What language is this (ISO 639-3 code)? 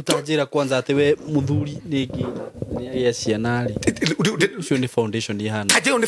kik